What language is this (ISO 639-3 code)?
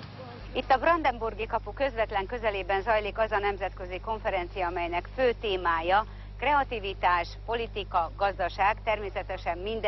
hun